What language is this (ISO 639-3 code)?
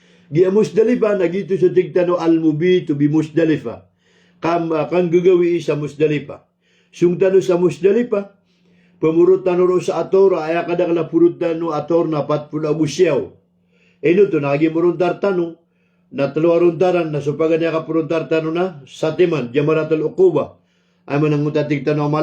mrw